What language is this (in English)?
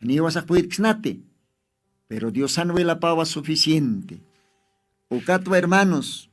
Aymara